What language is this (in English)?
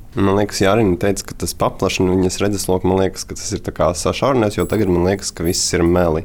Latvian